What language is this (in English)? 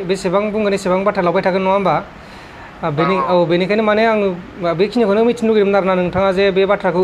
Bodo